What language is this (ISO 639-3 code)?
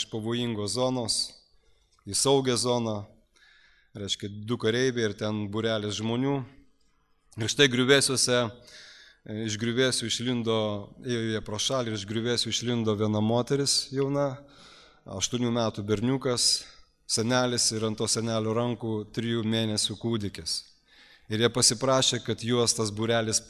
lit